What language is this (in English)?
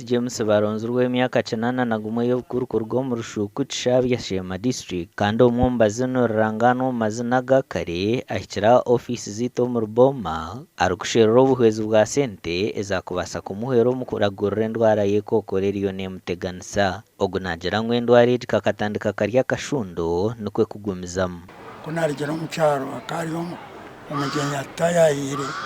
Nyankole